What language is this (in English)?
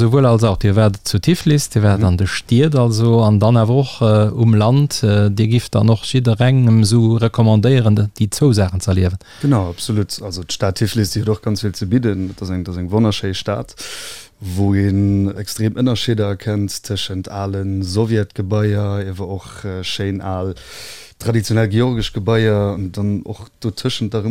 Luxembourgish